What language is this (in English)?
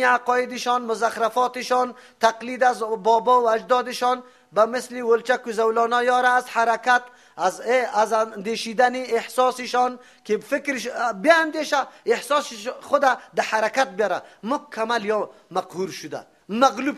Persian